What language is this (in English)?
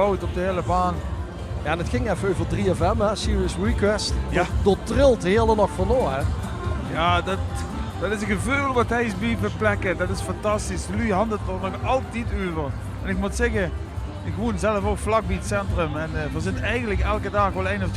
Limburgish